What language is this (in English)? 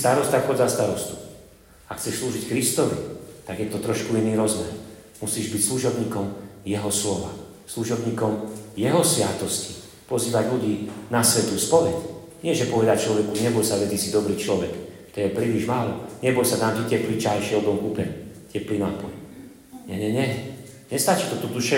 Slovak